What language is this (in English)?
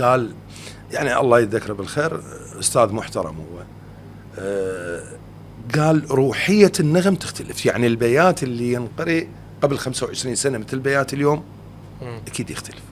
Mesopotamian Arabic